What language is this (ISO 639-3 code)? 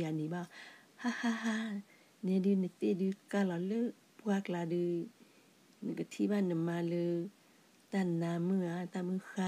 ksw